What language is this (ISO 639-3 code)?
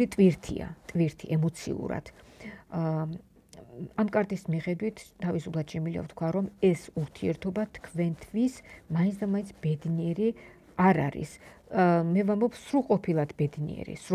kat